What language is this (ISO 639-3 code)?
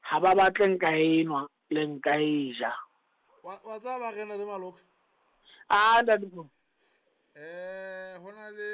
sot